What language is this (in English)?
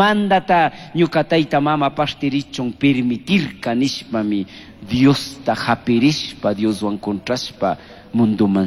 Chimborazo Highland Quichua